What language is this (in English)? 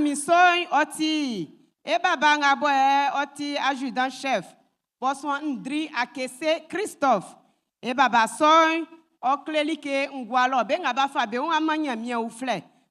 Baoulé